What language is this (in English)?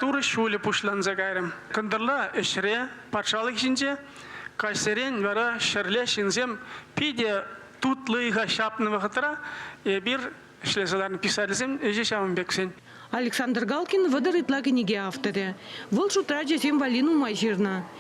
Chuvash